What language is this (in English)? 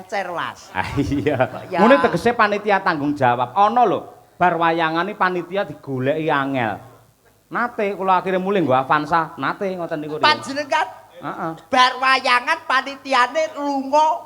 Javanese